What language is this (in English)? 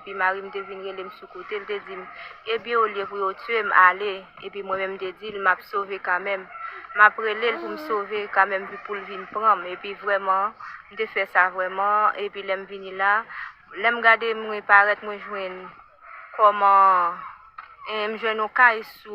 Haitian Creole